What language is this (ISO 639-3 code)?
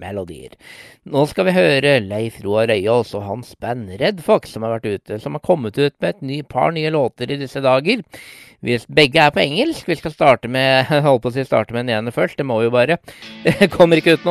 nor